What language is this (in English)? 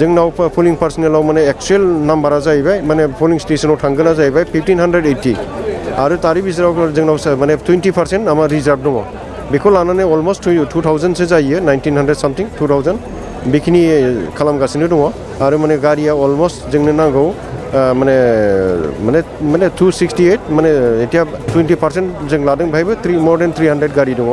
Bodo